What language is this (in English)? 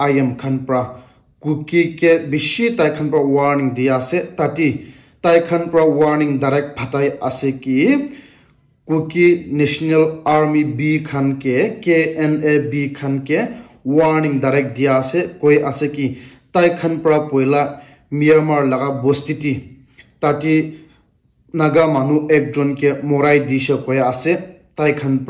Naga Pidgin